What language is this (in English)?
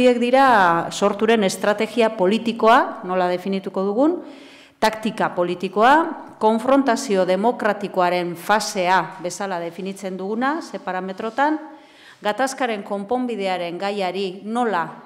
Basque